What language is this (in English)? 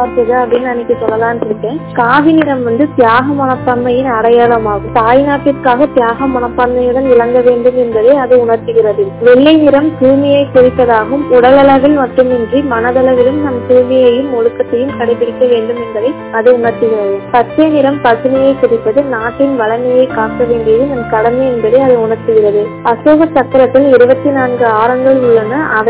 Tamil